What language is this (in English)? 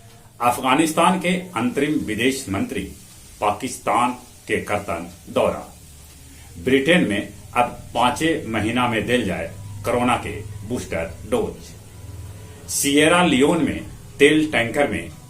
Magahi